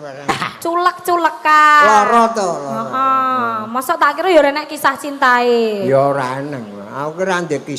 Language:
Javanese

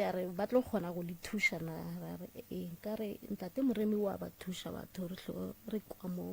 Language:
Northern Sotho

